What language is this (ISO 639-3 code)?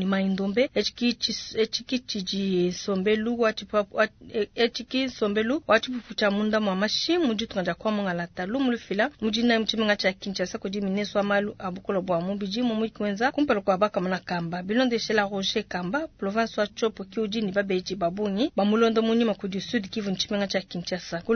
lua